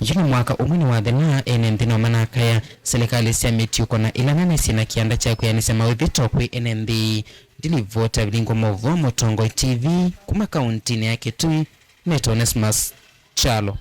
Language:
Kamba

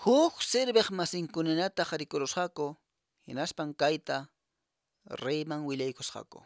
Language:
Quechua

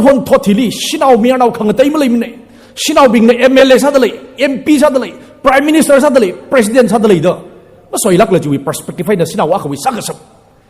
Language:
Tangkhul Naga (India)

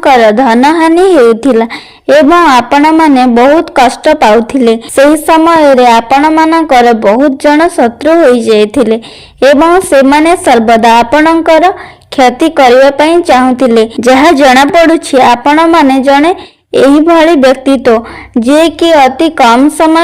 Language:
Odia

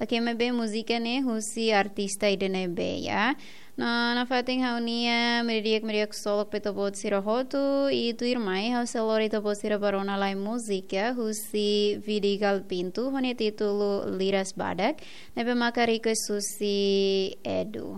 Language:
Tetum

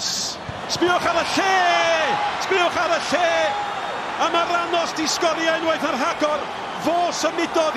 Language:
Welsh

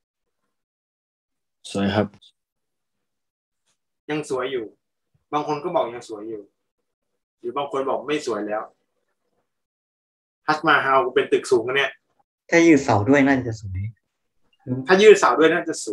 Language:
Thai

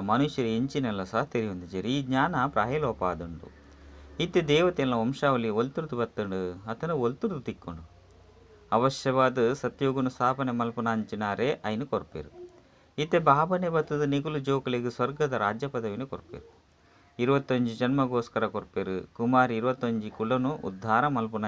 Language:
Tulu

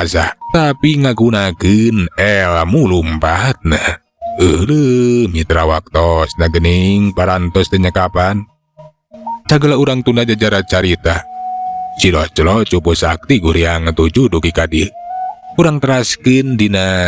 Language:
Sundanese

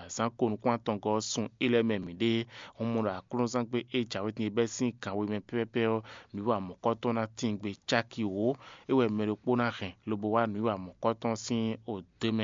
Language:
Fon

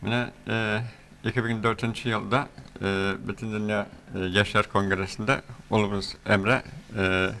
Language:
Tatar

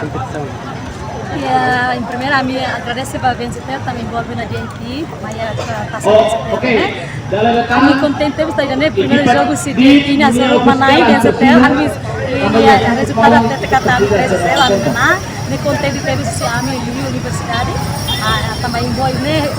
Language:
Tetum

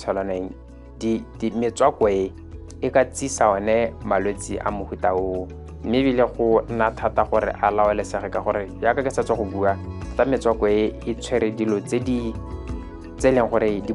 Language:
Tswana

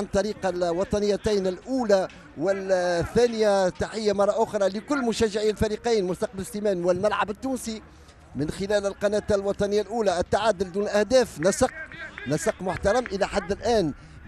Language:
Tunisian Arabic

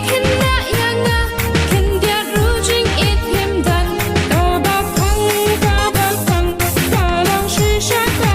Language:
Khasi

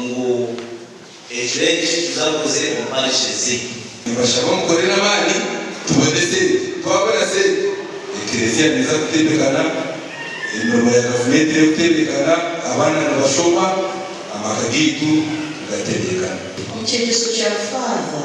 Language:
Nyankole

